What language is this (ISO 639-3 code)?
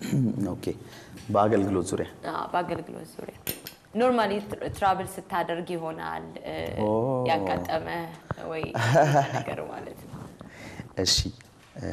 amh